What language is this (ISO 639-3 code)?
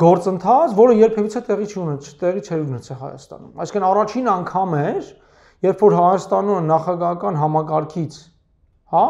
hye